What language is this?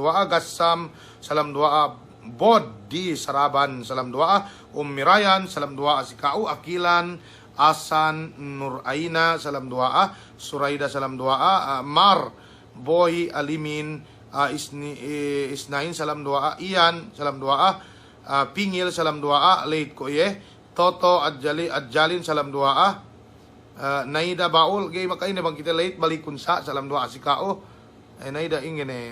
Yakan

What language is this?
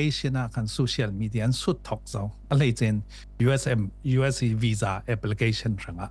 Falam Chin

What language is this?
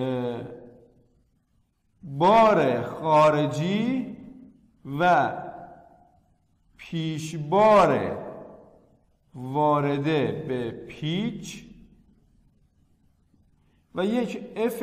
Persian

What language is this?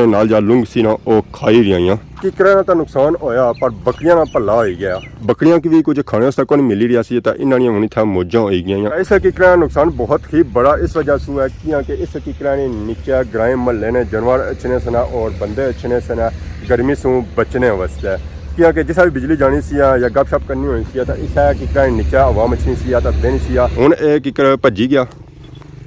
Pahari-Potwari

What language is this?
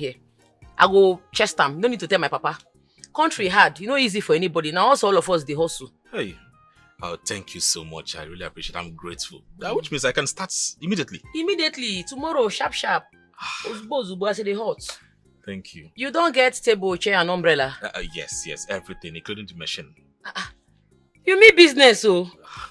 Nigerian Pidgin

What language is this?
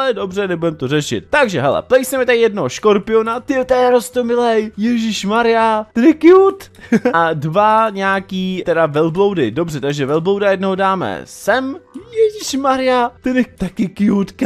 Czech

